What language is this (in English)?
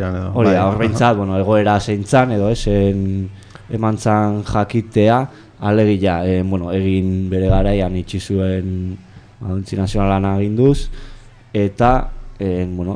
Basque